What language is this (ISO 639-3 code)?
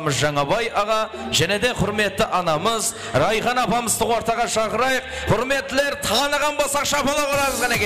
kaa